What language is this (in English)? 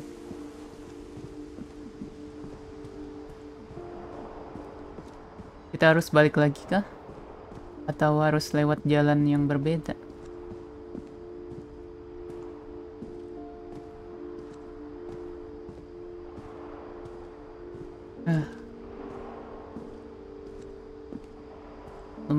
Indonesian